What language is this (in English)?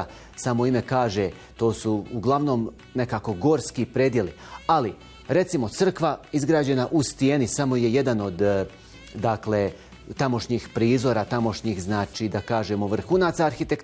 Bosnian